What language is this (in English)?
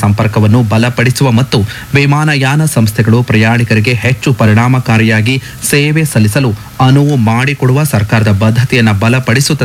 Kannada